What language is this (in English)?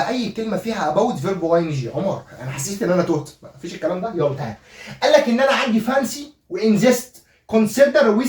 Egyptian Arabic